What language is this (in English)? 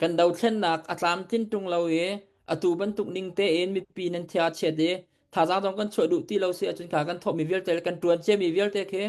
Hakha Chin